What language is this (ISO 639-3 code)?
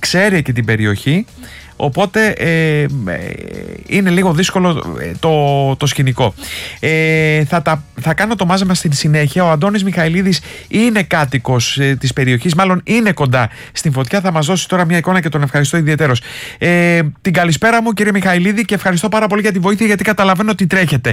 ell